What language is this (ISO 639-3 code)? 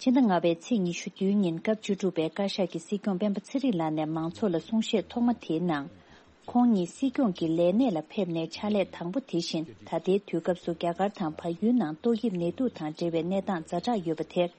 bod